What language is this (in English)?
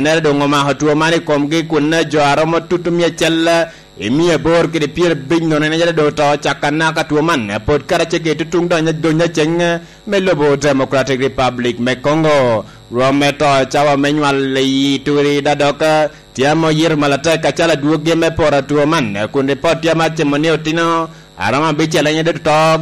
Lango (Uganda)